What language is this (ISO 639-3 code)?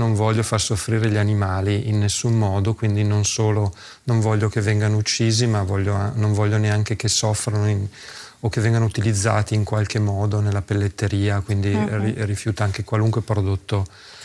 ita